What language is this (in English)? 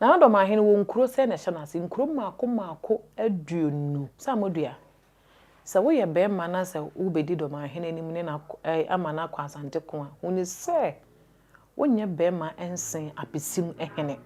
Akan